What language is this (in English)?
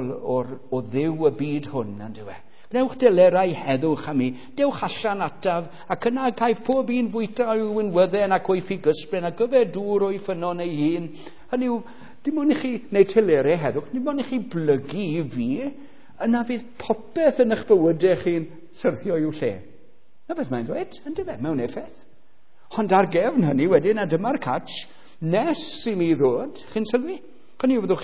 Welsh